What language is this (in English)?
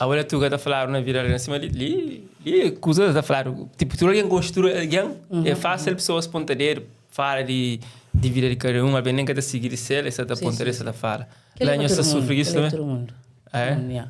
Kabuverdianu